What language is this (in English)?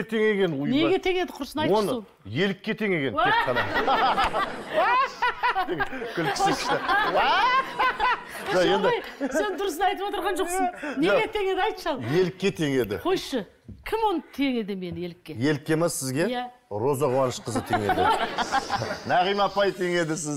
Kazakh